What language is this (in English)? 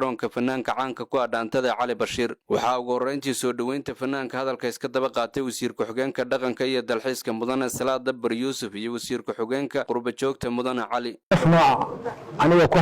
Somali